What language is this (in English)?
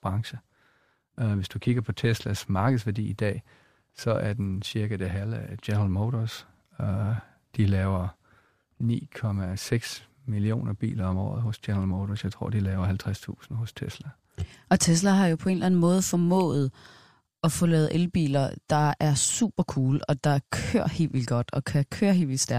Danish